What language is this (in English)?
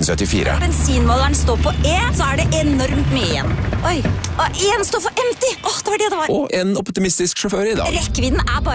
Norwegian